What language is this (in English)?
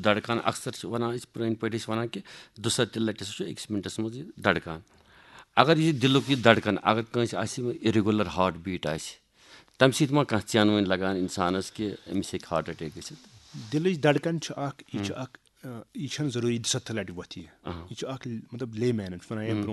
Kashmiri